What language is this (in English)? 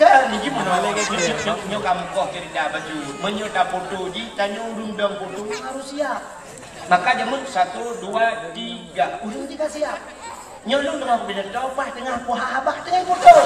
Achinese